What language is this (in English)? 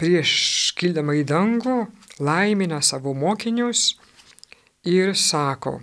Lithuanian